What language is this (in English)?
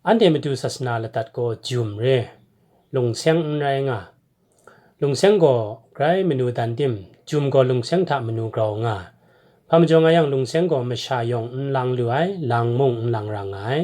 Kachin